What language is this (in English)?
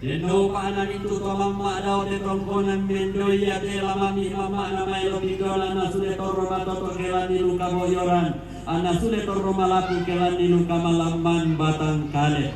Toraja-Sa'dan